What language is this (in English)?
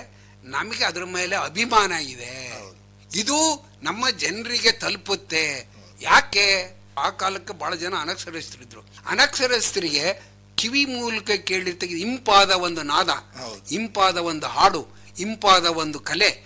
Kannada